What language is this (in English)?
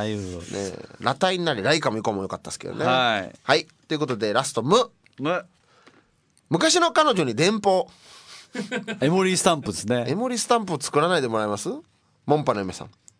Japanese